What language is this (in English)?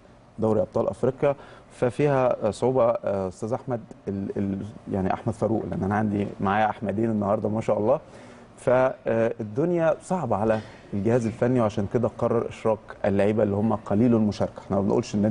Egyptian Arabic